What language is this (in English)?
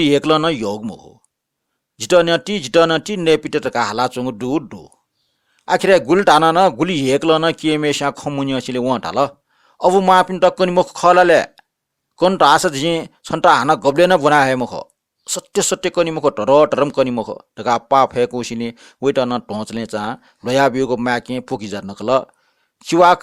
Newari